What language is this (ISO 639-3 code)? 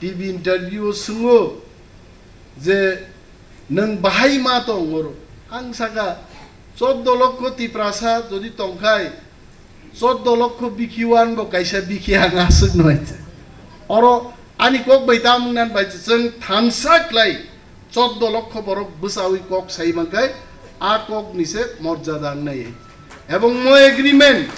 trp